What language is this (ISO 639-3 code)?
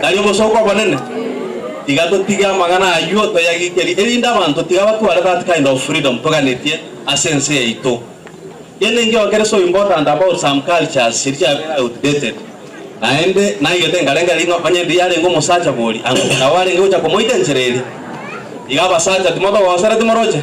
guz